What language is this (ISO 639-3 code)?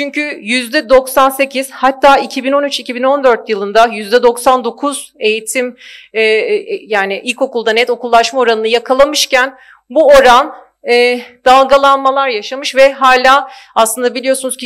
tur